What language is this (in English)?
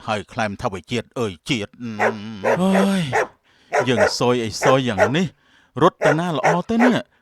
Khmer